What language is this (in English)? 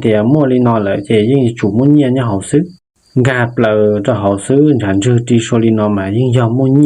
Hmong